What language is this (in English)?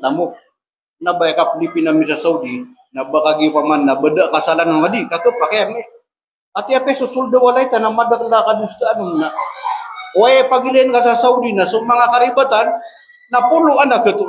Maranao